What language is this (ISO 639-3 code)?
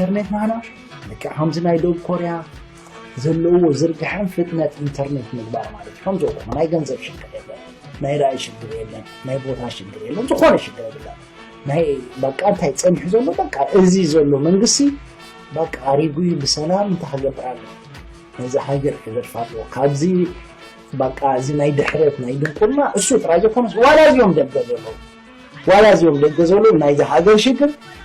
tir